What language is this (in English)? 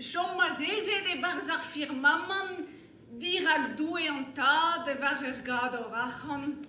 Breton